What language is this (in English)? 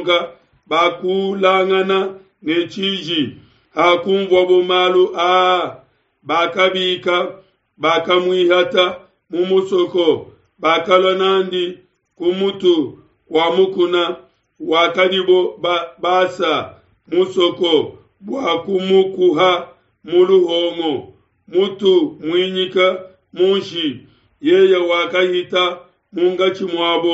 Luba-Lulua